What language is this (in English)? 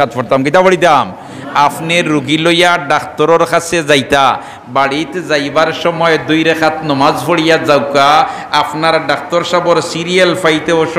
Sylheti